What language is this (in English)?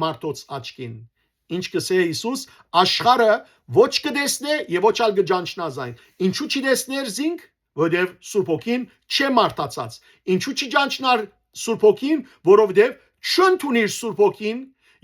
Western Armenian